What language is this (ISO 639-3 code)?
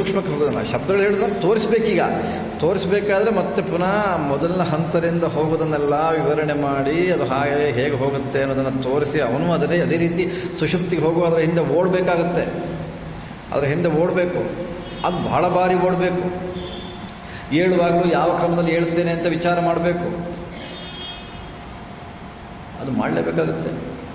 kan